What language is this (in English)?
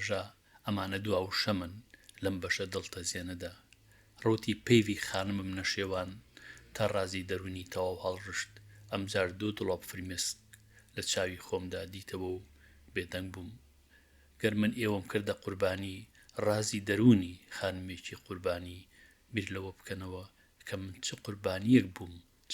Central Kurdish